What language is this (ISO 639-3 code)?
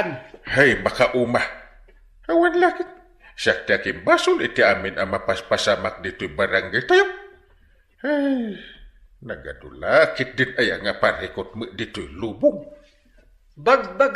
ilo